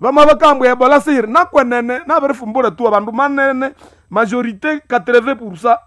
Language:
Nande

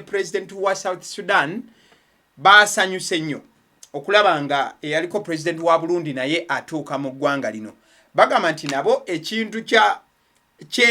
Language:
Ganda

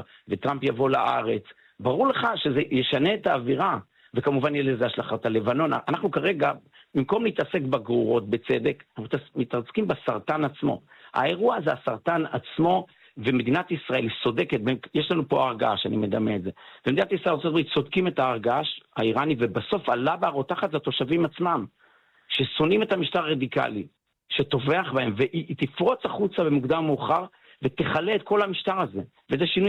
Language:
Hebrew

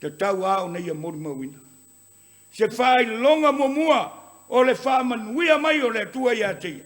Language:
Samoan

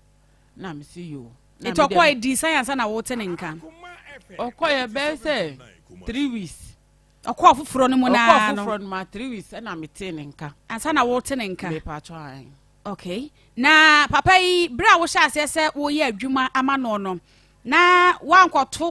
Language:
Akan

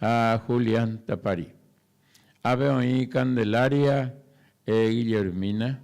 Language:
Guarani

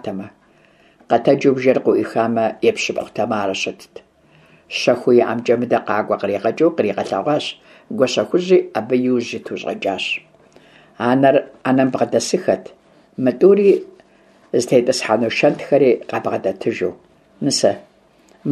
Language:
Kabardian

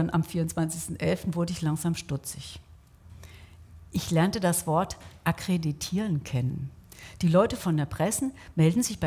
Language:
German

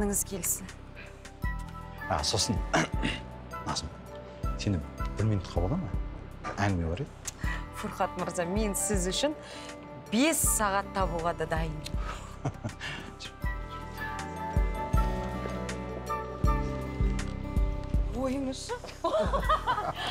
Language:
Kazakh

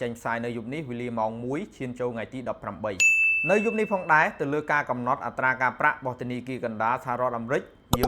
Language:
Khmer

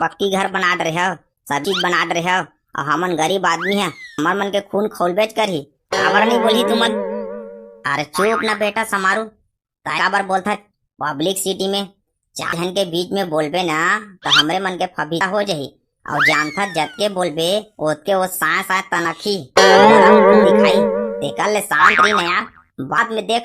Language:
Chhattisgarhi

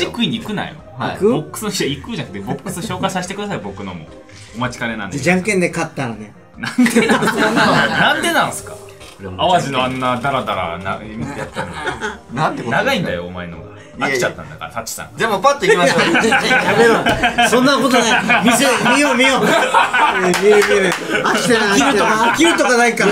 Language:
Japanese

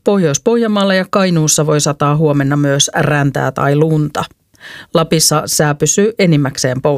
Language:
Finnish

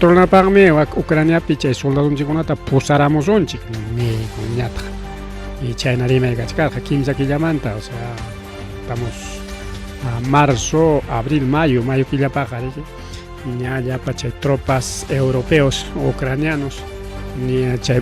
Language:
Ayacucho Quechua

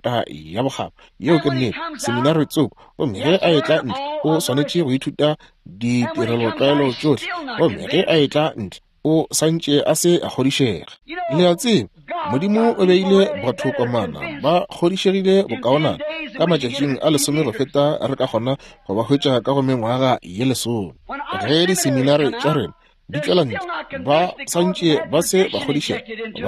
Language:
Northern Sotho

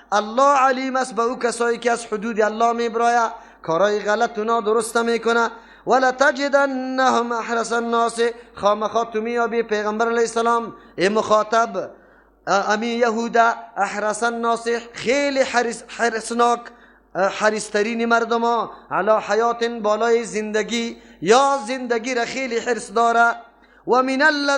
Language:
Persian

